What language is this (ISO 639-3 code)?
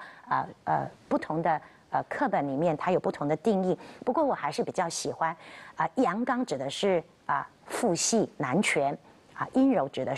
zho